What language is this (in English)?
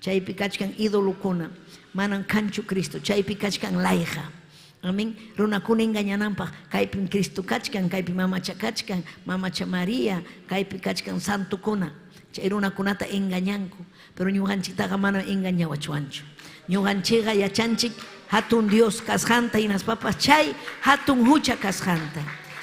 Ayacucho Quechua